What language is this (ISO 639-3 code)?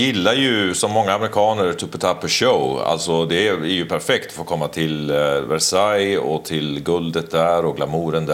swe